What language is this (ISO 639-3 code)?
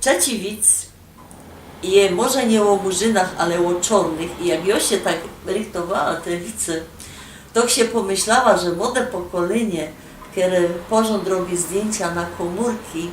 szl